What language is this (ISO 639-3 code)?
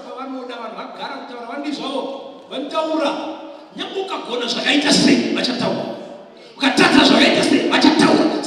sna